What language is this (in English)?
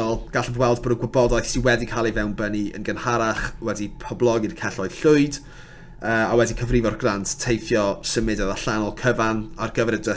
Welsh